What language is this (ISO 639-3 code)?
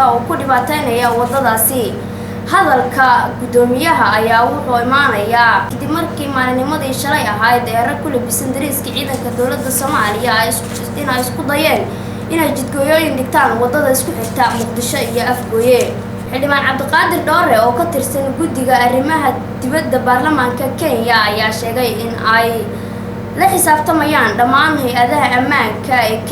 som